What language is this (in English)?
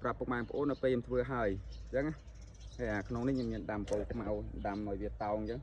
Khmer